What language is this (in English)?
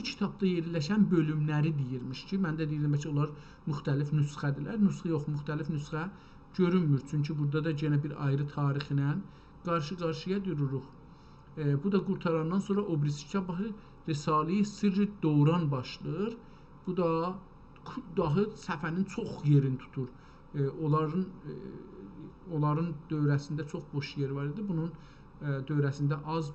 South Azerbaijani